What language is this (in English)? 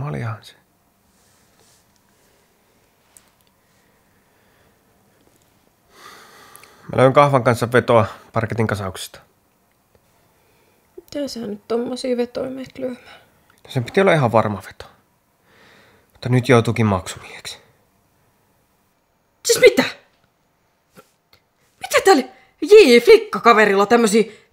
Finnish